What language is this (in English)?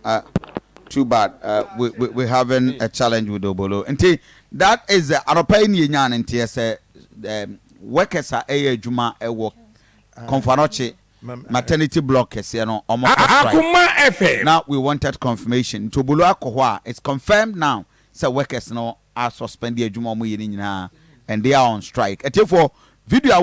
Akan